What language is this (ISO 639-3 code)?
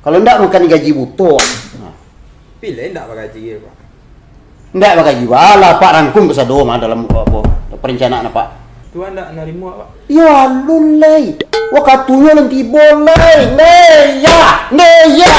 min